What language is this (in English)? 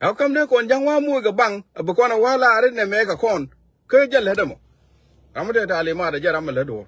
Nuer